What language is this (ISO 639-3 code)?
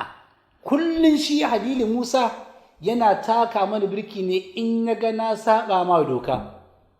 hau